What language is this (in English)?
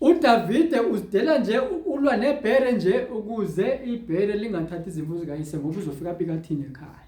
Zulu